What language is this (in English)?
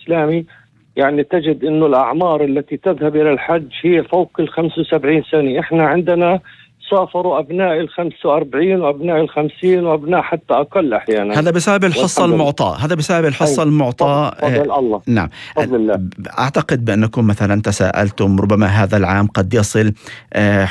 North Levantine Arabic